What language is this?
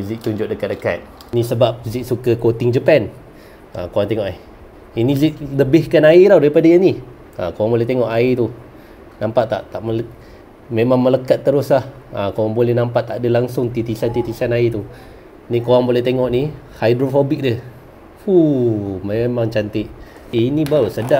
Malay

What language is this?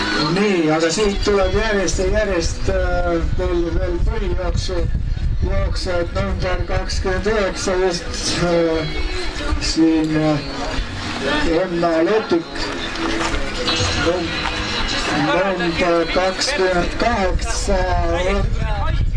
Estonian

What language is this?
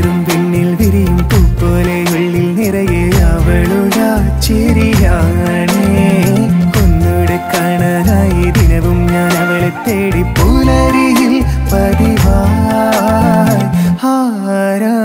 Malayalam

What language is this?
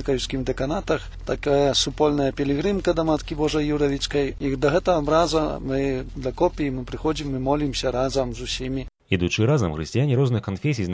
Belarusian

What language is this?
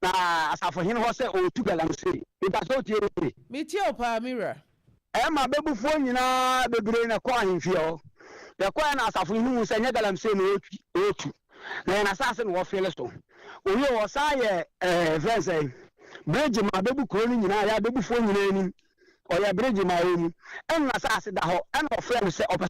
Akan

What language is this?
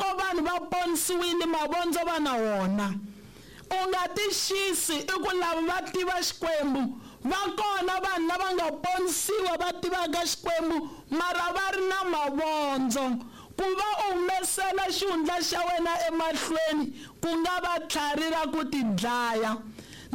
Tsonga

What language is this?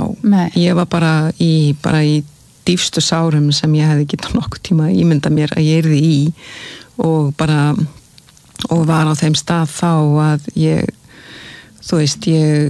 Icelandic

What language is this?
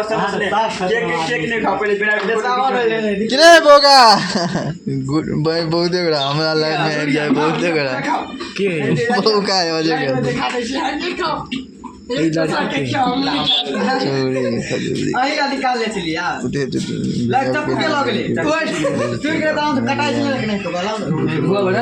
Maithili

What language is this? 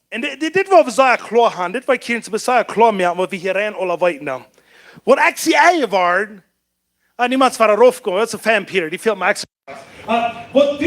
Plautdietsch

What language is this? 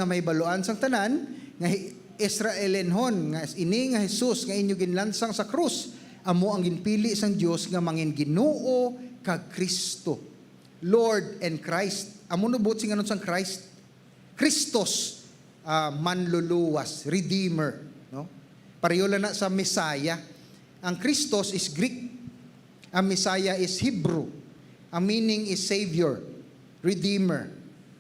Hiligaynon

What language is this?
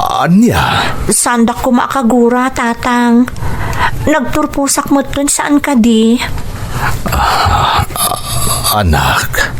Iloko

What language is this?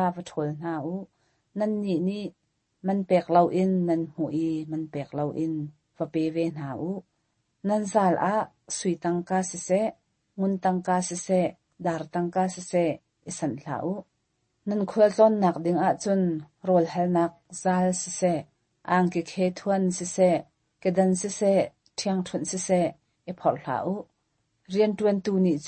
Hakha Chin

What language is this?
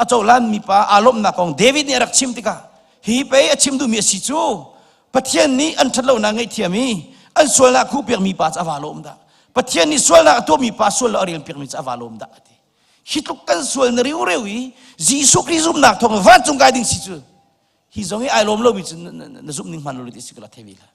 Hakha Chin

